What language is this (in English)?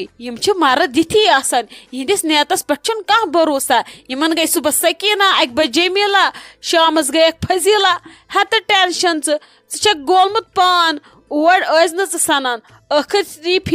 Kashmiri